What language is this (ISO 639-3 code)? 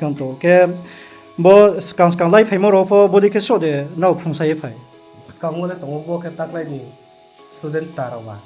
ria